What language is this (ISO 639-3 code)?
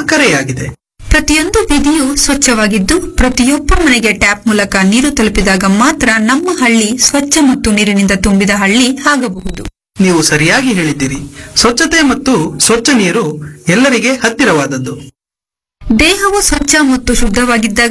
kan